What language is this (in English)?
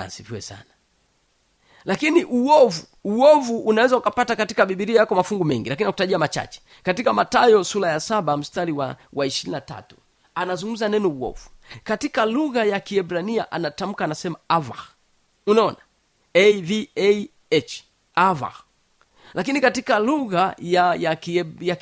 Swahili